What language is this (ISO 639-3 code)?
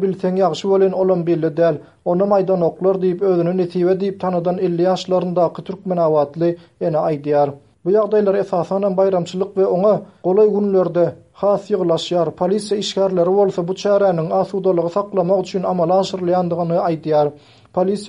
tuk